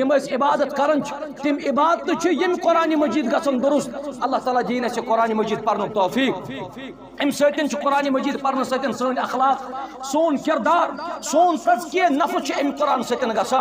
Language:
Kashmiri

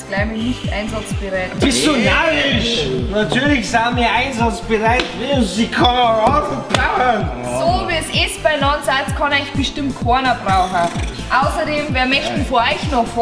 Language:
Bavarian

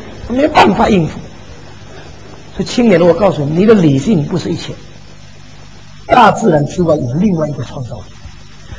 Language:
Chinese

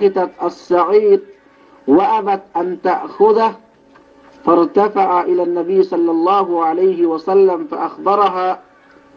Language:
Yakan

